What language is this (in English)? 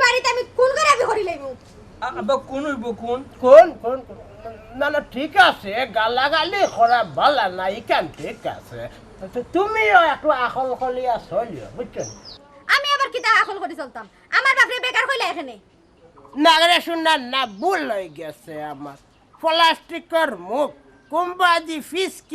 Sylheti